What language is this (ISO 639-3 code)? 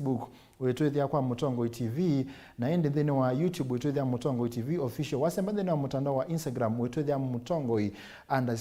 kam